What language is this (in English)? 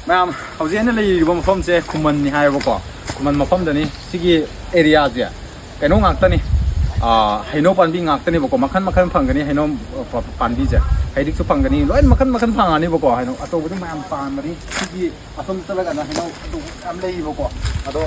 Manipuri